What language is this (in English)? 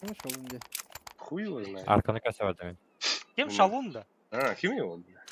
Yakut